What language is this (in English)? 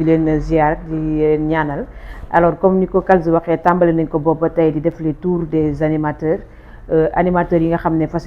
Wolof